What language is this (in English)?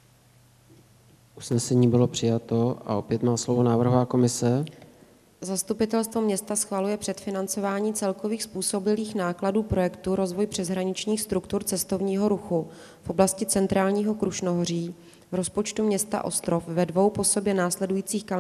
Czech